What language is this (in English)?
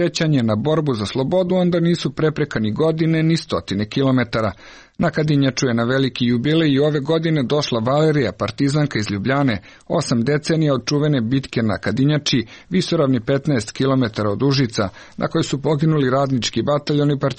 Serbian